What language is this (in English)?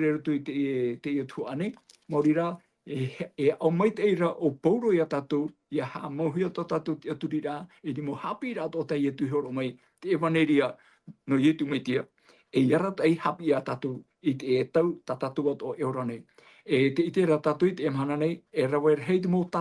Tahitian